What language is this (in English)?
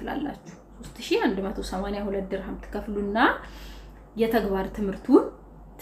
Amharic